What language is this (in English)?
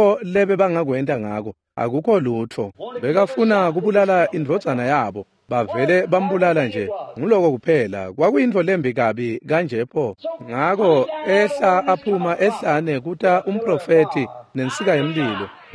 Swati